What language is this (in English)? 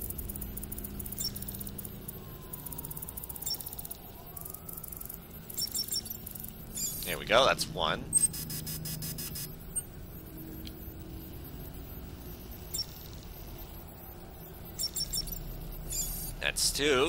English